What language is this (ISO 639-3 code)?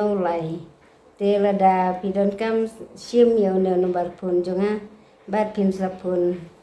kha